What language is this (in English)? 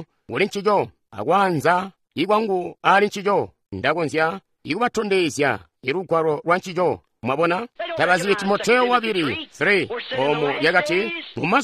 Tonga (Zambia)